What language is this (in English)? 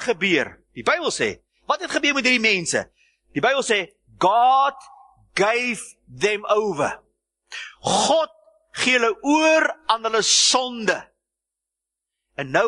Afrikaans